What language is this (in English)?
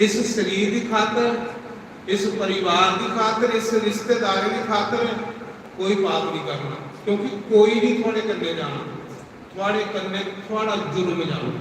Dogri